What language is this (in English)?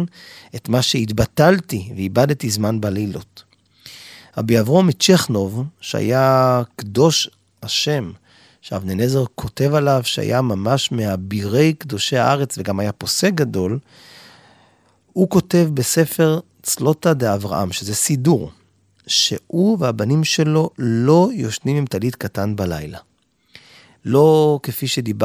Hebrew